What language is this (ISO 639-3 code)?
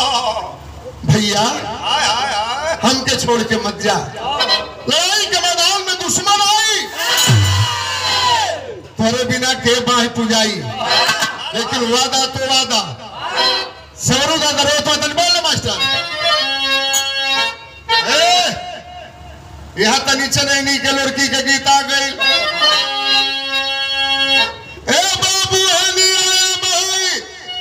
bho